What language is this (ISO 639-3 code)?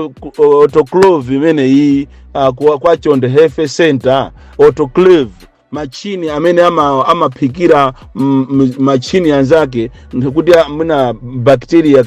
nya